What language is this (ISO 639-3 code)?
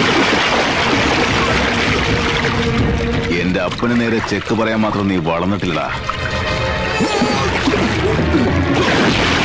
mal